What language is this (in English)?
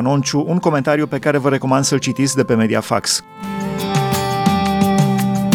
Romanian